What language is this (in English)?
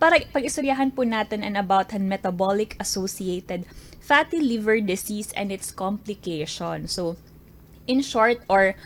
Waray